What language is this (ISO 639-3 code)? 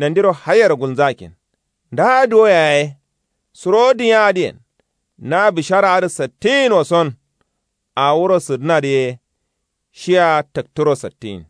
kau